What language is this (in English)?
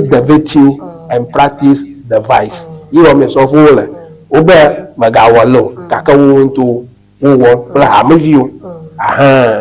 Ewe